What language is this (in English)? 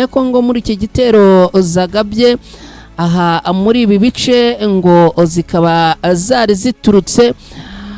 Kinyarwanda